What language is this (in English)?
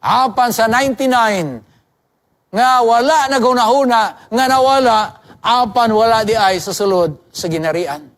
Cebuano